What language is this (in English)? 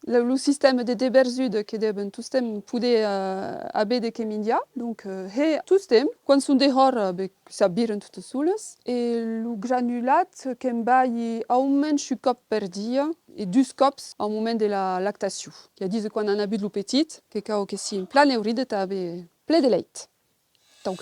Occitan